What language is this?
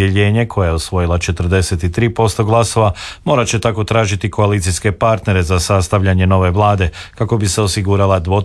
Croatian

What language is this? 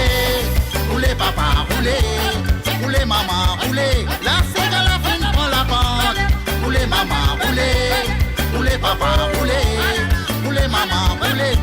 Morisyen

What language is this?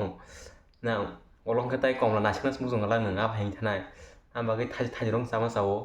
Kok Borok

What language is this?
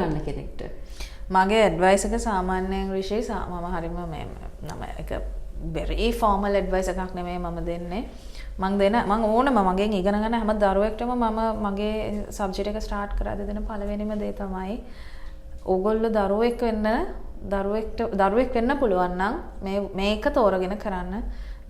Sinhala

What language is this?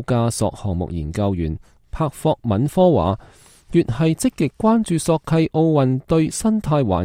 Cantonese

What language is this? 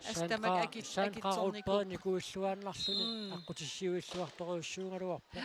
Kalaallisut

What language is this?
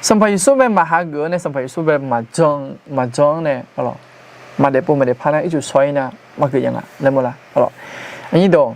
Akha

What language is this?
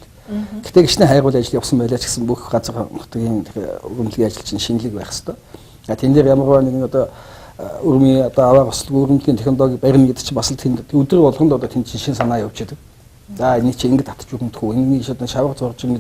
Mongolian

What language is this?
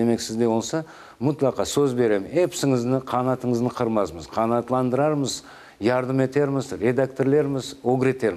Crimean Tatar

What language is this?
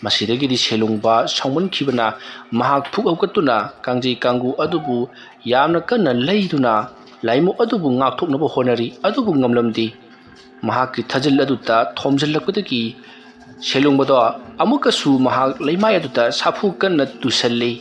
Manipuri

